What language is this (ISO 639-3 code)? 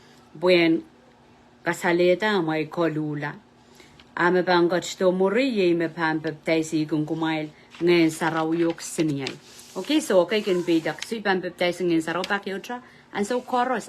pon